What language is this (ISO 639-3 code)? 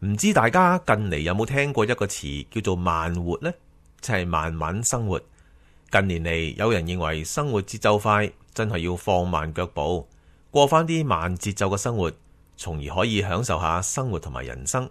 yue